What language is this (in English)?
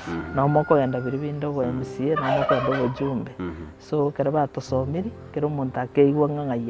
Gusii